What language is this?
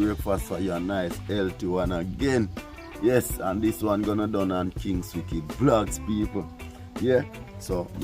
Jamaican Creole English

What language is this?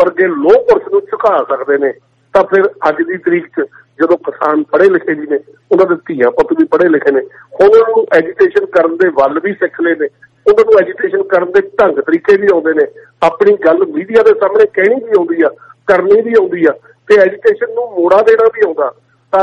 Punjabi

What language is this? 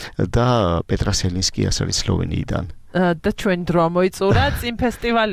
Georgian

